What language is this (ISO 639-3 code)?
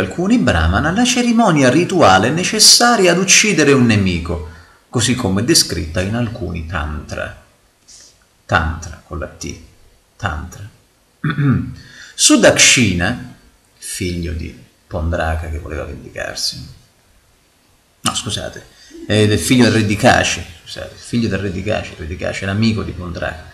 ita